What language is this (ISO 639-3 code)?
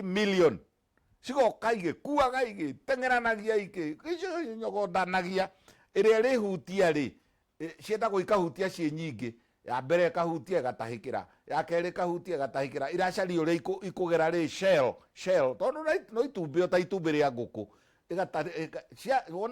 kik